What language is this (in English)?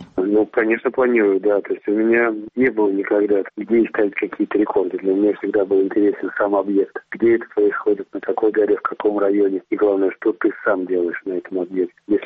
Russian